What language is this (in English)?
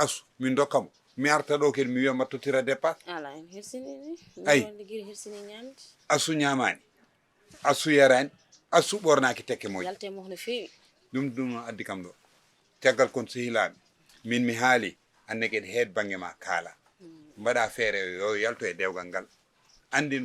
Fula